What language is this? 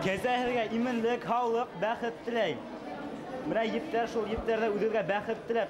Bashkir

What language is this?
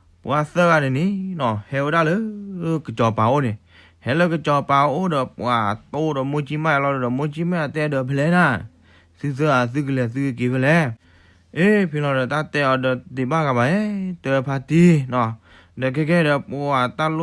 S'gaw Karen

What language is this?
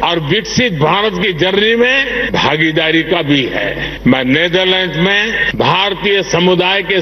Hindi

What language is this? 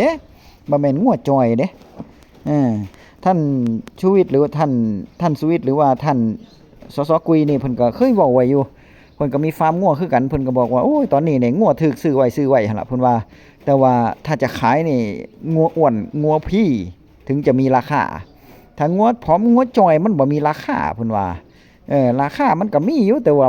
Northeastern Thai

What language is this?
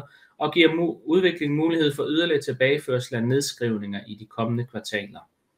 Danish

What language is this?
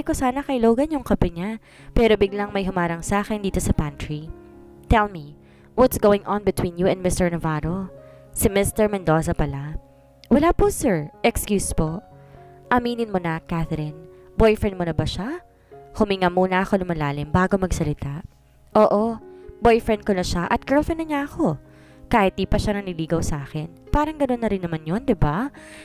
Filipino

